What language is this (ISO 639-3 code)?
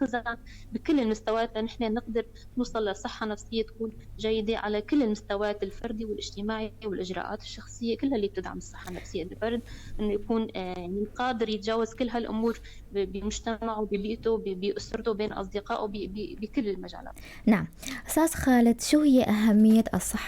apc